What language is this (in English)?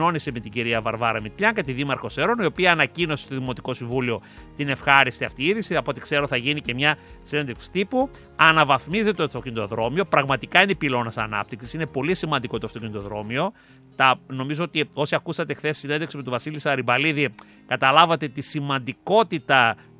Greek